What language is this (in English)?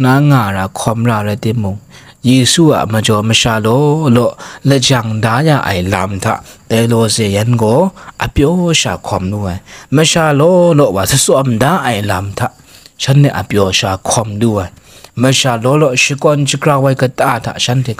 Kachin